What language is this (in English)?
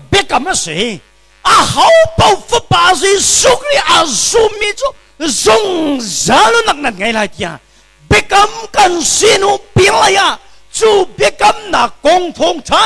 Hakha Chin